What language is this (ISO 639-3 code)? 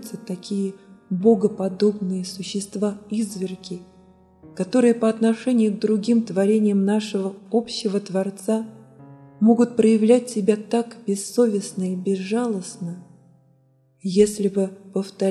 rus